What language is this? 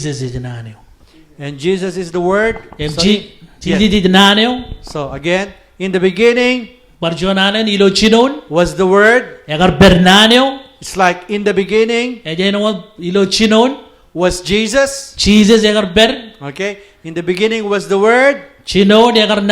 Marshallese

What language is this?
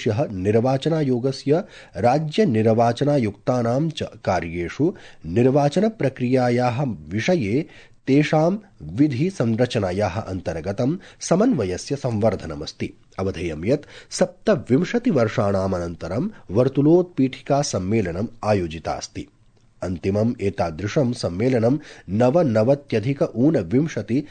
Sanskrit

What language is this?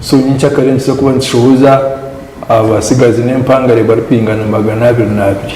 Nyankole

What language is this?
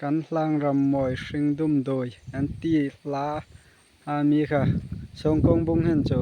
Hmar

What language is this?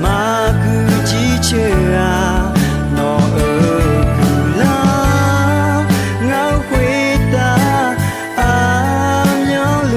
Akha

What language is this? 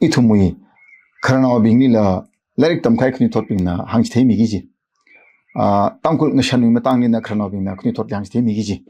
Tangkhul Naga (India)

